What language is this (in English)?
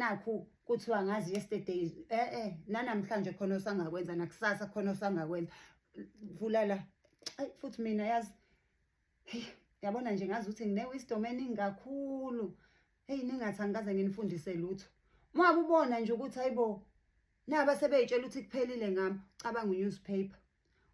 Zulu